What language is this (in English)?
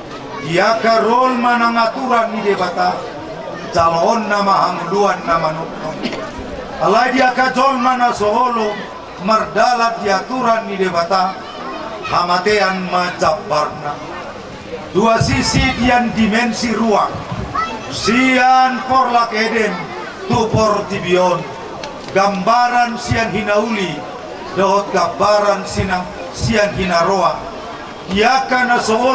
Batak Toba